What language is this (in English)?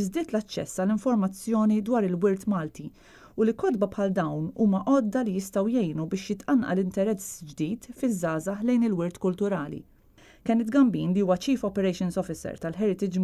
Maltese